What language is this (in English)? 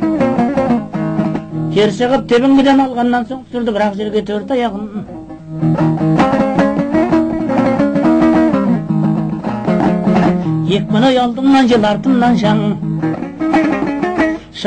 Kazakh